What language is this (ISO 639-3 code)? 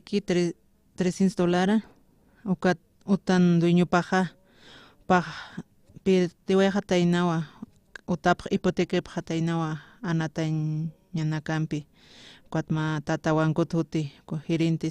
aym